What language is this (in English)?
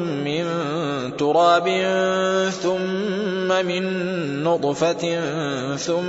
Arabic